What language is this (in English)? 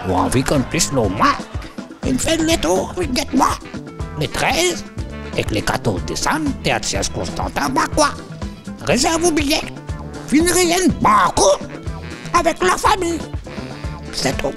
Morisyen